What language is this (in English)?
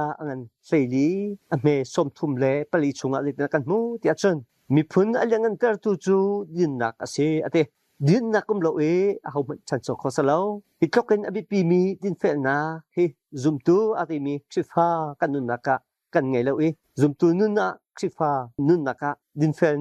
Hakha Chin